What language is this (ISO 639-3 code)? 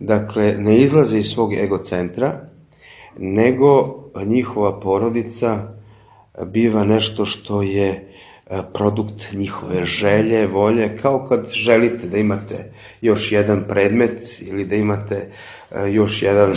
srp